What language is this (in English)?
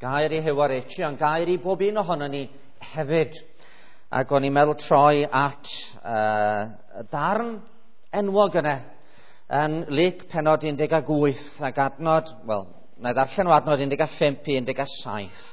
Welsh